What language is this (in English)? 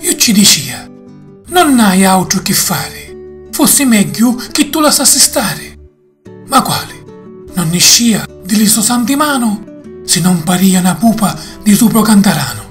Sicilian